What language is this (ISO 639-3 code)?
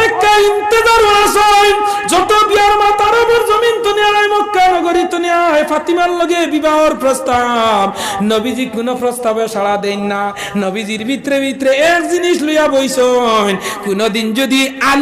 syl